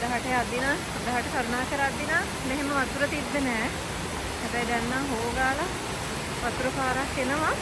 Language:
Sinhala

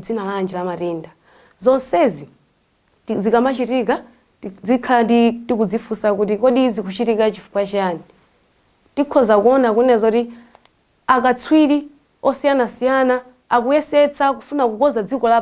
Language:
Nyanja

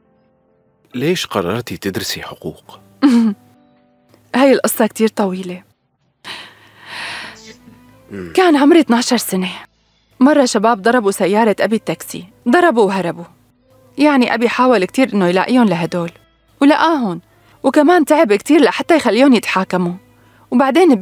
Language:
North Levantine Arabic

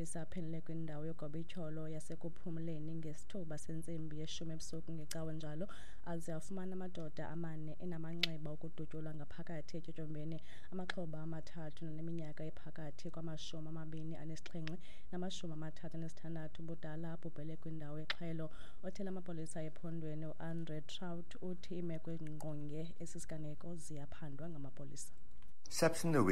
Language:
Xhosa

